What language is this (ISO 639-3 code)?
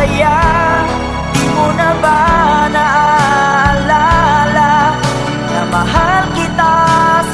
fil